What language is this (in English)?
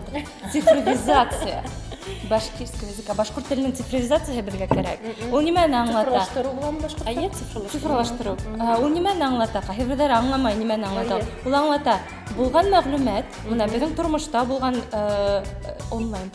Bashkir